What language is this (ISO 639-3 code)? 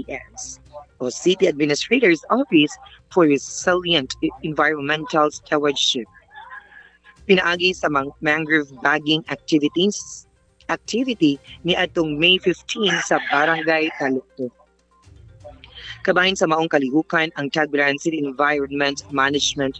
ceb